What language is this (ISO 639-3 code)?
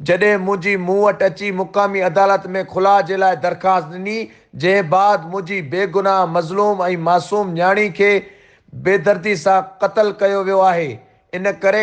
snd